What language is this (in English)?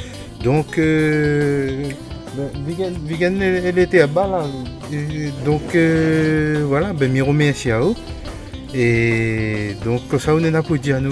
Réunion Creole French